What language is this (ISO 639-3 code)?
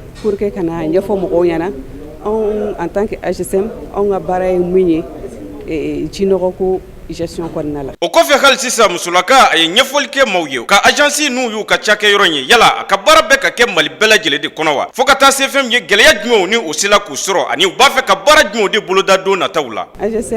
bam